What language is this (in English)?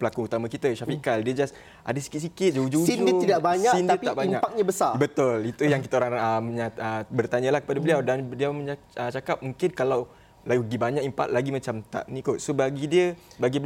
Malay